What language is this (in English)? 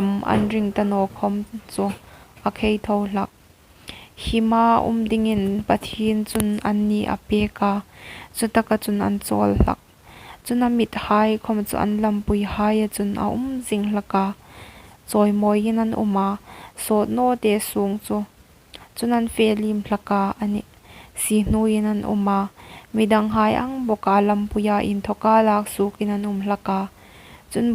Hmar